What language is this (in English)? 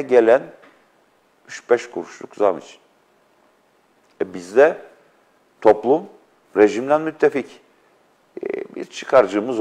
Turkish